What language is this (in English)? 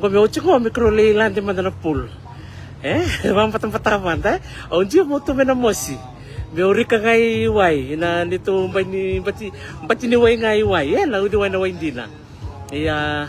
Fijian